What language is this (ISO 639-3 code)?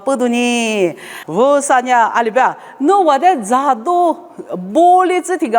lis